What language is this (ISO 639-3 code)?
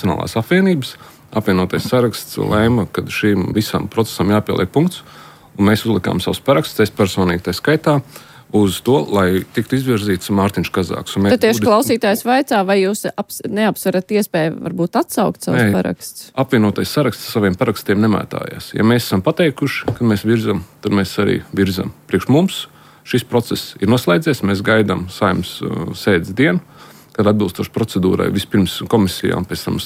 lav